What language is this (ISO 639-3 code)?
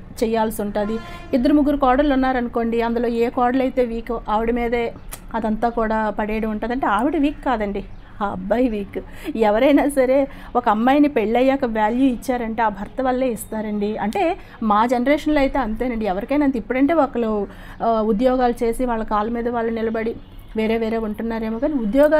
tel